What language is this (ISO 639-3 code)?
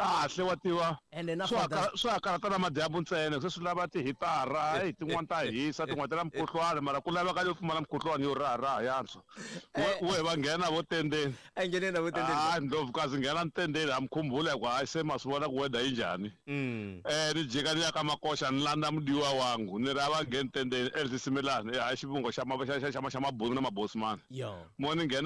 tso